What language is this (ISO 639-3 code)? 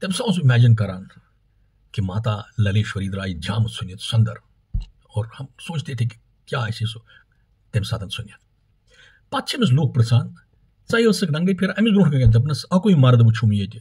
kas